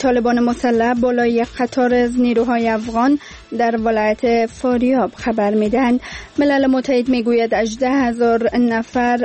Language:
Persian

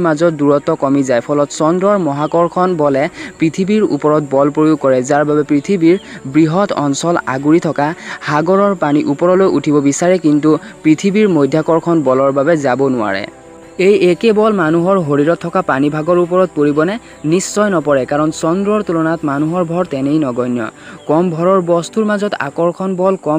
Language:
Assamese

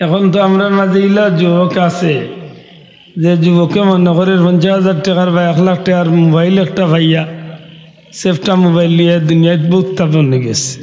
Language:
Sylheti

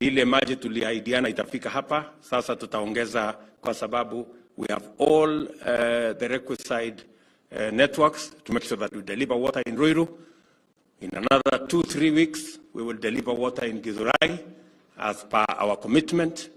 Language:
Gusii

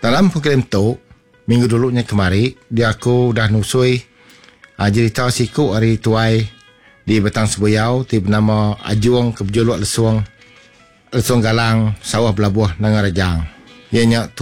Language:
Iban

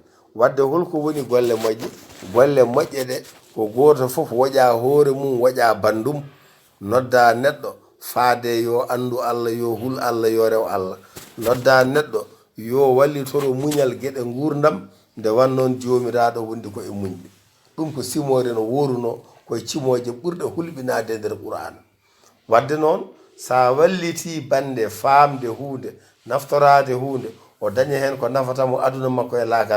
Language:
Fula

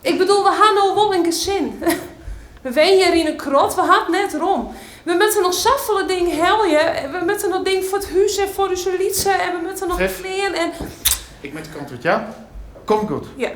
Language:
Western Frisian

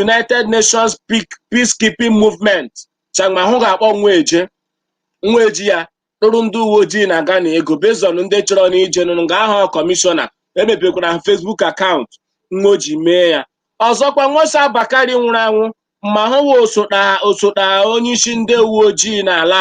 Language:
Igbo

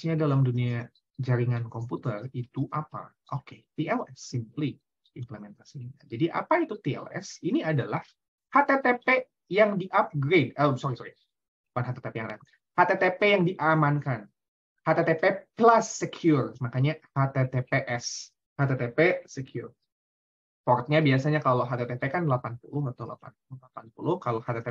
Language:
Indonesian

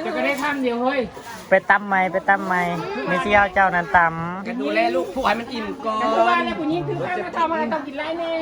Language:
Northeastern Thai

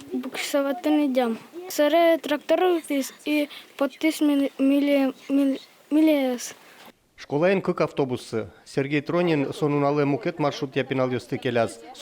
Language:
Udmurt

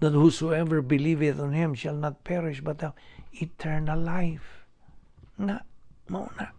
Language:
Cebuano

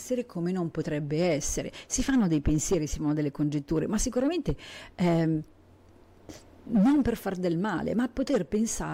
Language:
Italian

